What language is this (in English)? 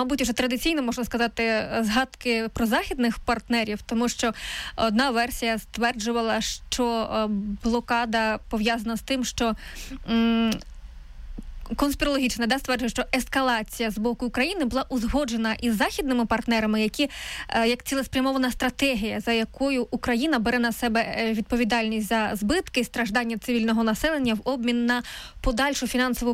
Ukrainian